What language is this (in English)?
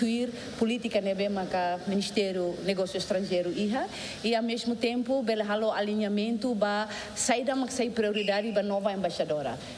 Tetum